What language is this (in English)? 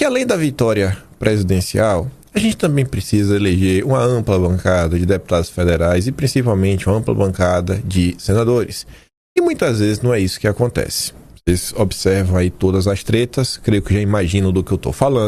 Portuguese